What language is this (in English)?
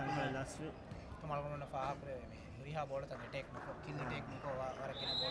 Divehi